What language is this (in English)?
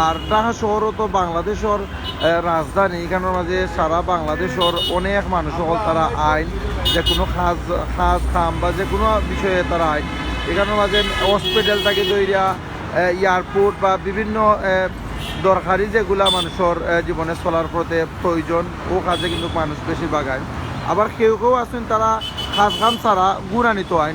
Sylheti